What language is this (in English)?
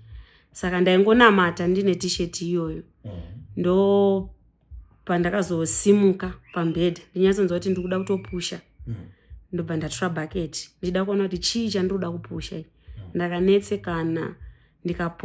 Shona